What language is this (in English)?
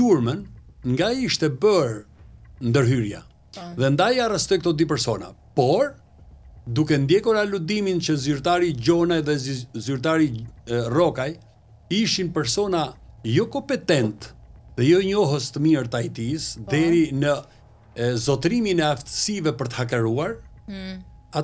Albanian